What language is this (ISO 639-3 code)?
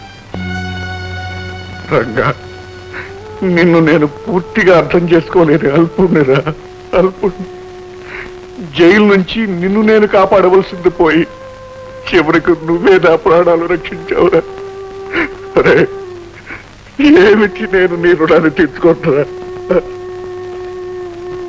tel